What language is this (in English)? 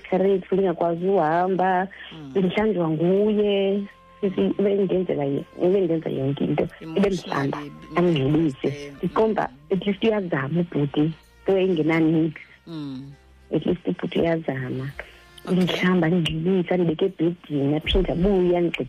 Xhosa